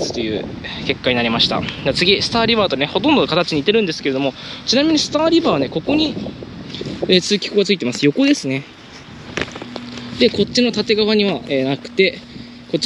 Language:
Japanese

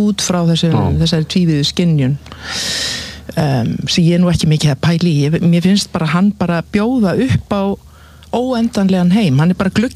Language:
Icelandic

